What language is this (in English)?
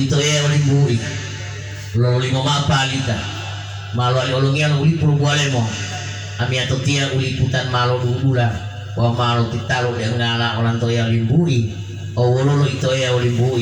Gorontalo